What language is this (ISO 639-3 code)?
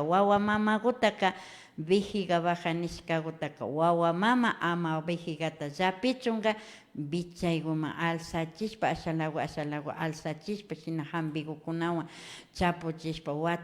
qvi